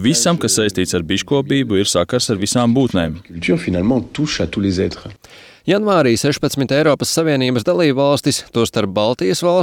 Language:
Latvian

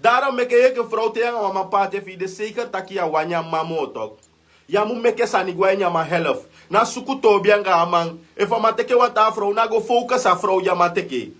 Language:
Sranan Tongo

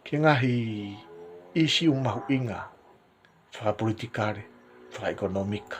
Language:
Tongan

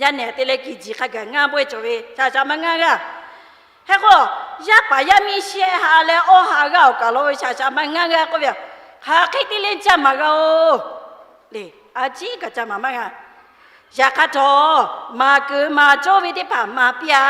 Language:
Lahu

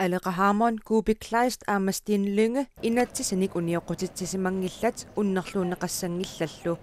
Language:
Kalaallisut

